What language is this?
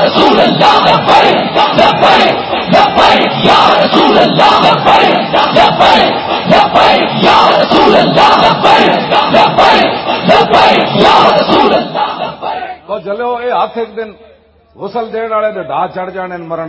Western Panjabi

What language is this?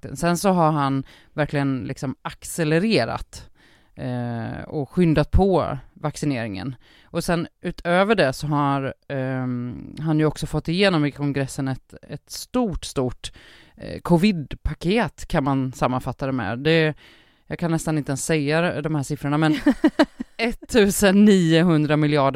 Swedish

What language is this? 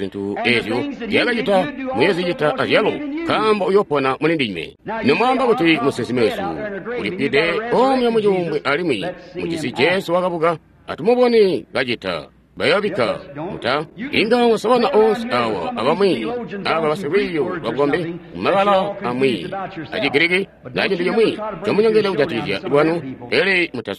Tonga (Zambia)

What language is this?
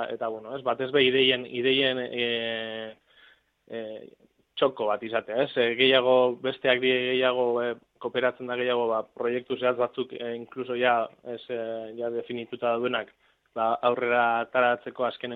Basque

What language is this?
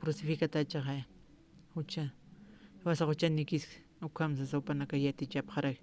Aymara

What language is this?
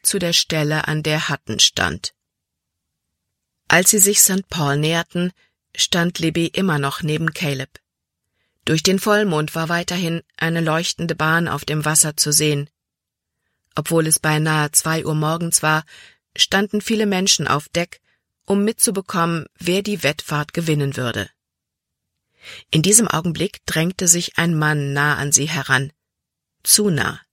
German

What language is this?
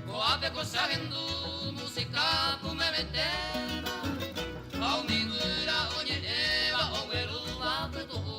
Guarani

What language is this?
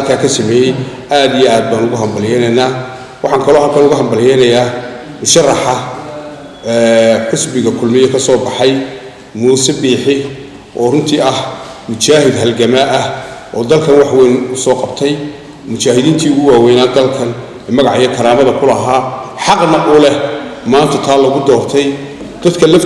Somali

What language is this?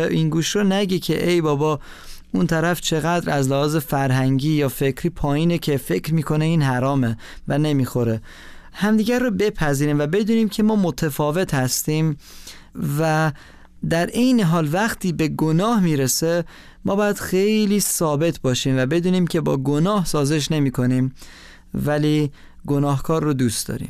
Persian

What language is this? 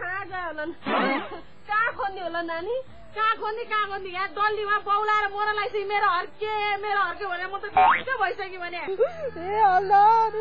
Nepali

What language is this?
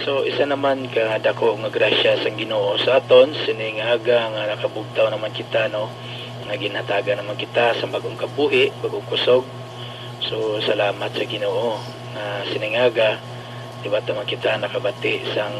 Hiligaynon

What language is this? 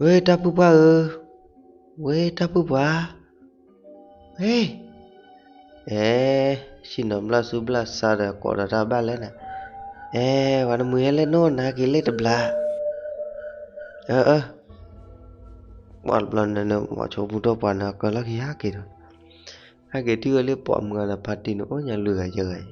S'gaw Karen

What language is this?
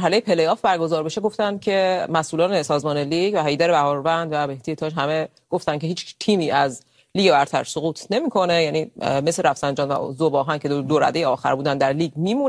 Persian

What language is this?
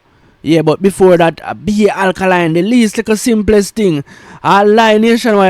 Jamaican Creole English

